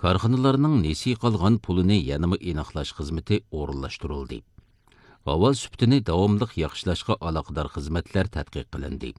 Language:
Uyghur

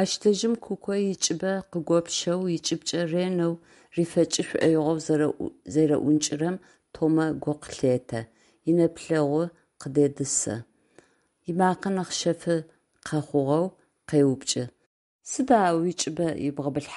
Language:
Adyghe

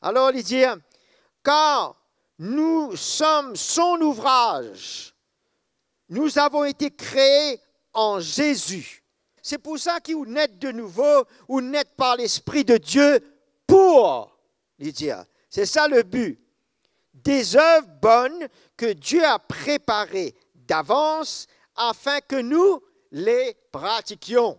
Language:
Morisyen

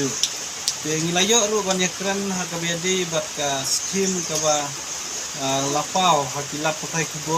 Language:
Khasi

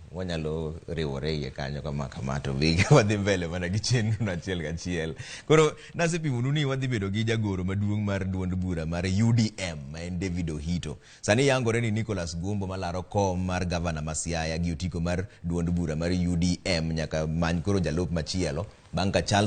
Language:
Luo (Kenya and Tanzania)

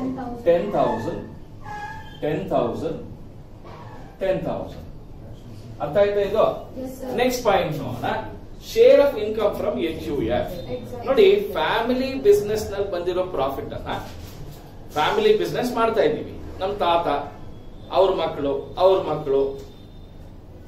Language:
Kannada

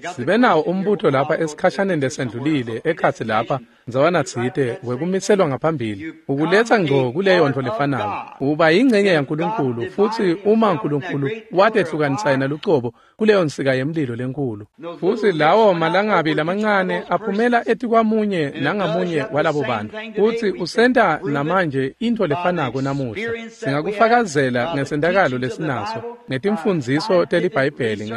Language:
Swati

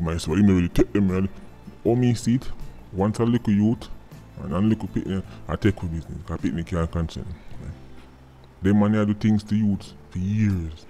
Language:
Jamaican Creole English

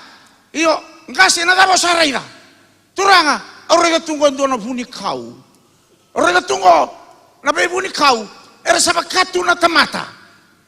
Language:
Fijian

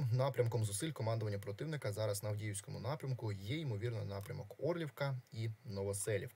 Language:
Ukrainian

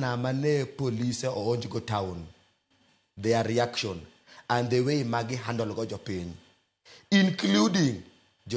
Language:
Luo (Kenya and Tanzania)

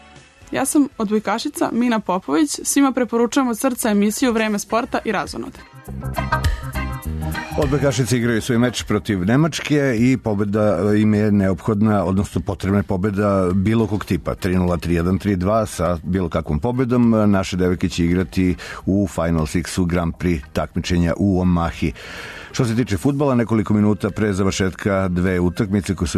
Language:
Serbian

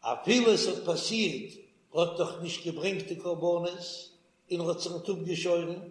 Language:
Yiddish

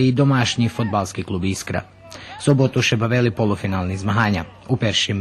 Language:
Rusyn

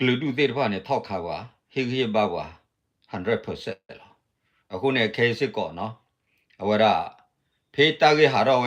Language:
S'gaw Karen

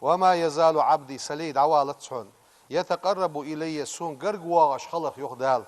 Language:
Ingush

